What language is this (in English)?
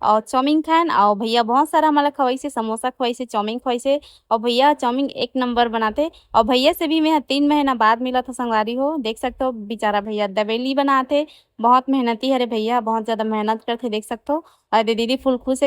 Chhattisgarhi